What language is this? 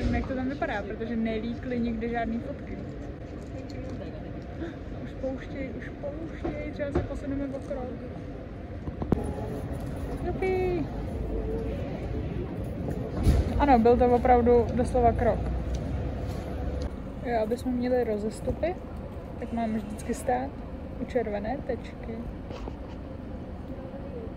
Czech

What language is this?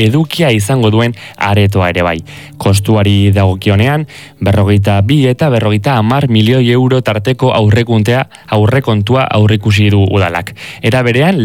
Basque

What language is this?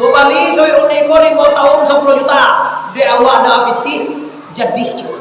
Minangkabau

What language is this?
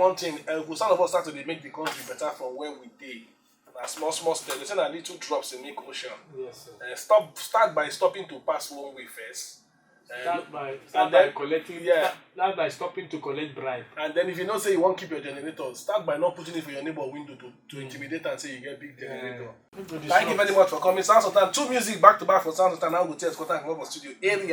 Nigerian Pidgin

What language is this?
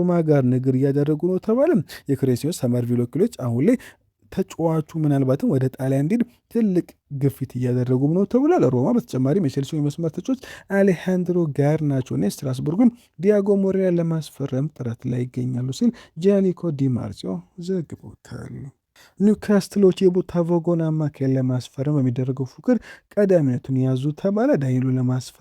Amharic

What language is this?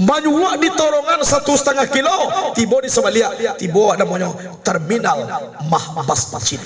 Minangkabau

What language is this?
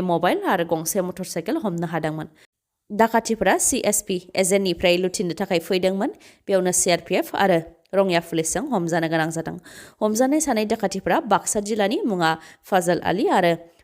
Bodo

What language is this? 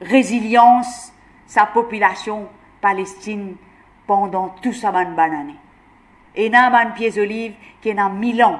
Morisyen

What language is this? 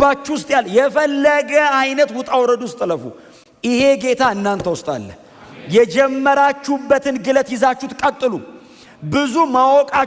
Amharic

